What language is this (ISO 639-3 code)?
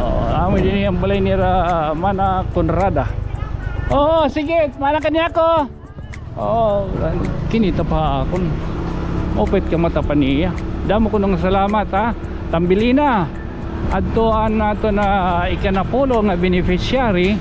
war